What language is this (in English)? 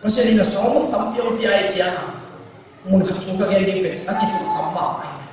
Tedim Chin